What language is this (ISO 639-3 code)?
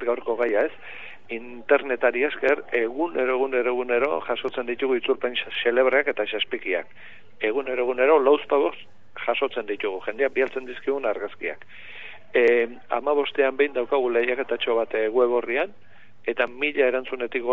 eus